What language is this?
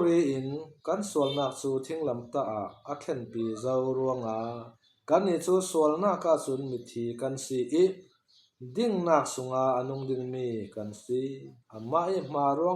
Falam Chin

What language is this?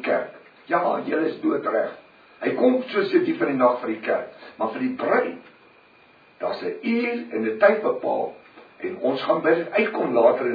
Afrikaans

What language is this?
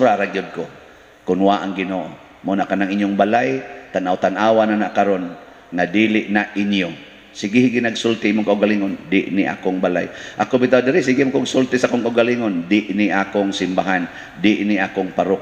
Cebuano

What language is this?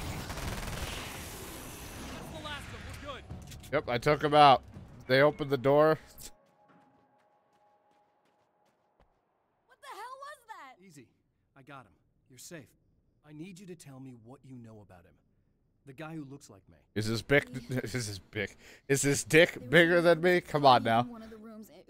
English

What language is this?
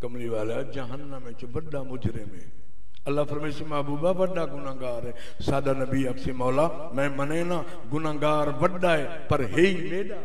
Saraiki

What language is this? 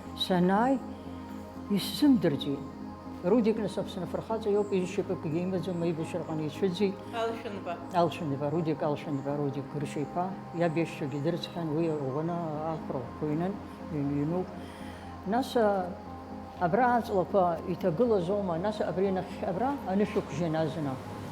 Abkhazian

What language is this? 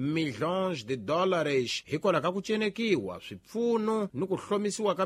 Tsonga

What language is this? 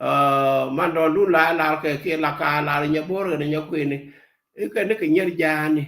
Nuer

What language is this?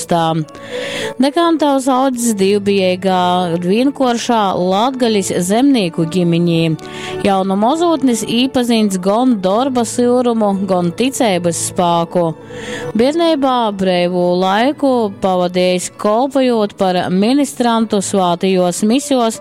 Latgalian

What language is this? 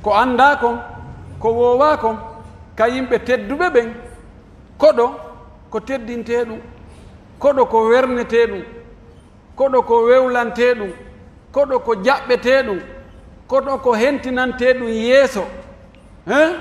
Pular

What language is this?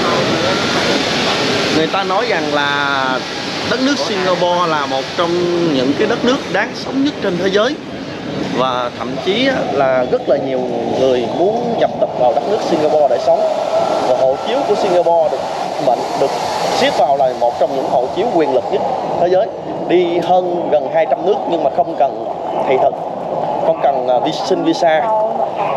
Vietnamese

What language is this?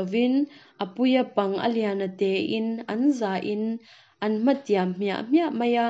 Mizo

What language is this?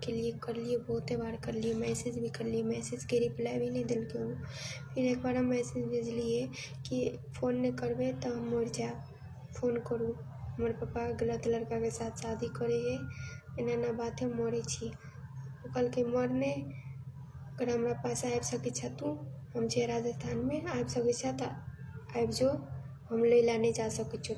Maithili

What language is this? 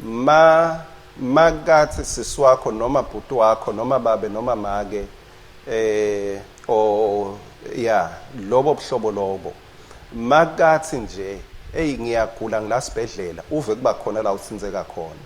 Swati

